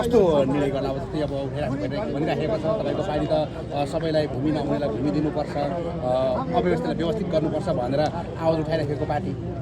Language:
Nepali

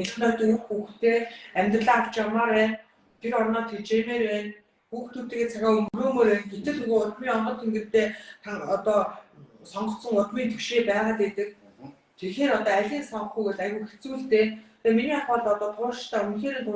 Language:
Mongolian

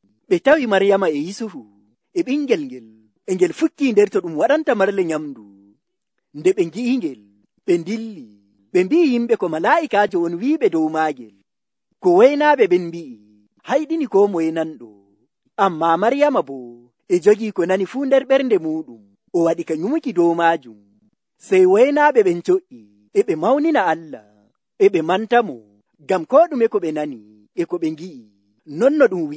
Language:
Nigerian Fulfulde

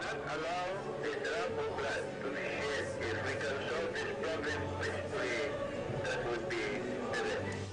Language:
Pampanga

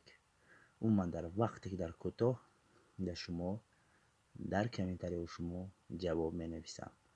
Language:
Tajik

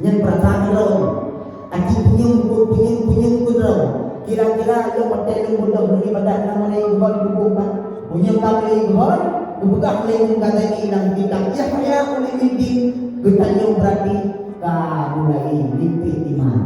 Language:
Achinese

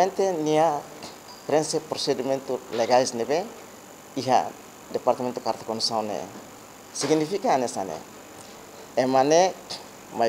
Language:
Tetum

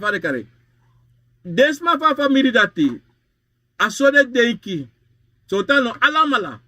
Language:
Sranan Tongo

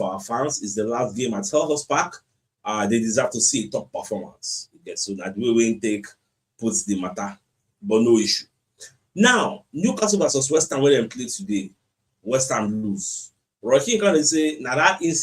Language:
Nigerian Pidgin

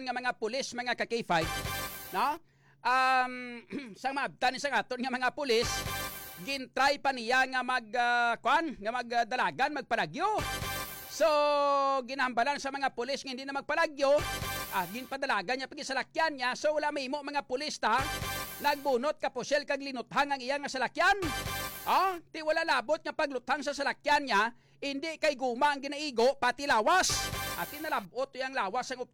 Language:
Hiligaynon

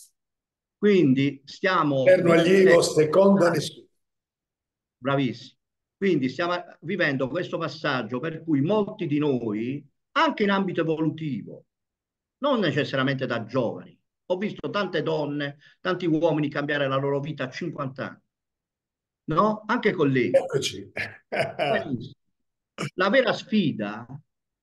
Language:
Italian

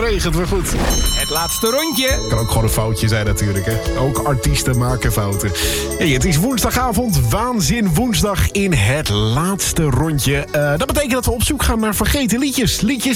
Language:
Dutch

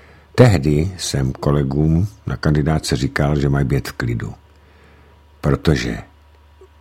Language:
Czech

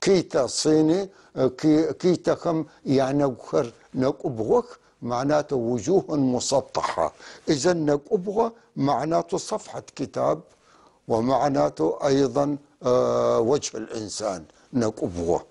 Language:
North Levantine Arabic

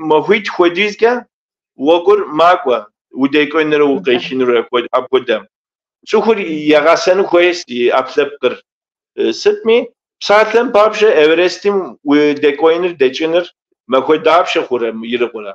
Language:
Kabardian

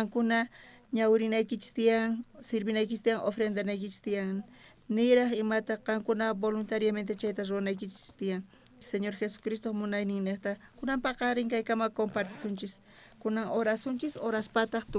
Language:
South Bolivian Quechua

